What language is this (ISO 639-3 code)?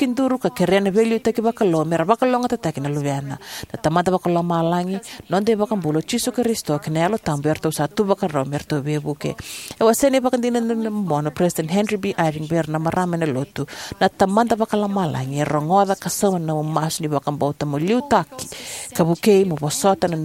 fij